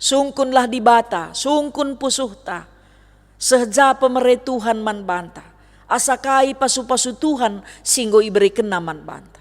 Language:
Batak Karo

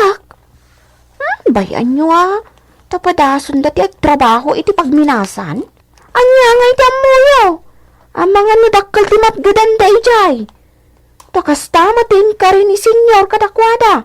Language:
Iloko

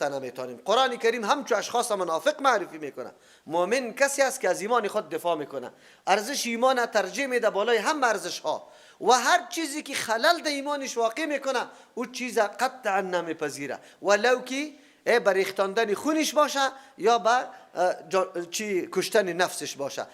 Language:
Persian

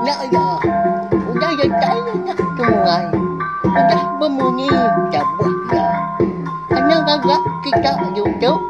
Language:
Iban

